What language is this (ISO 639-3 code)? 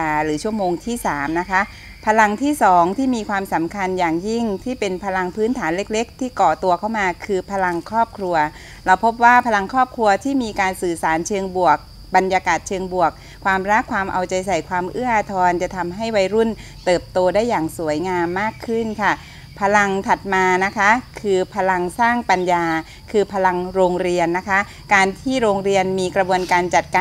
tha